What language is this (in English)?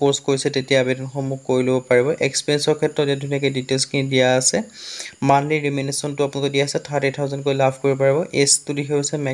Assamese